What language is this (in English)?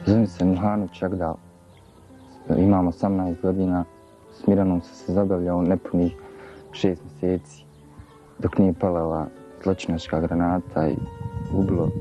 Bosnian